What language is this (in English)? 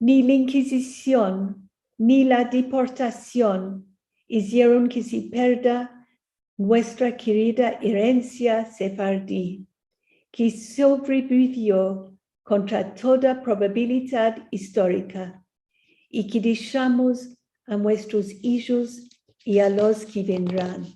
Ladino